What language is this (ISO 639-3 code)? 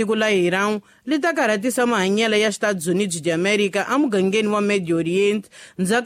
tso